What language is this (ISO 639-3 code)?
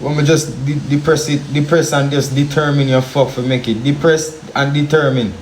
jam